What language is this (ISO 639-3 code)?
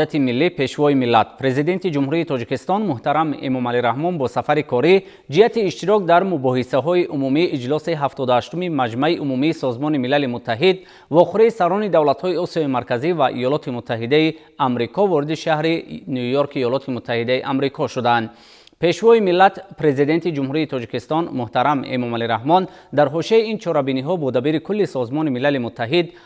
tgk